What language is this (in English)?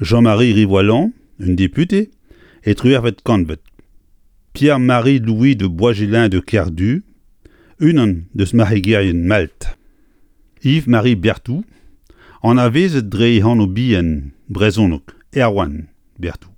Breton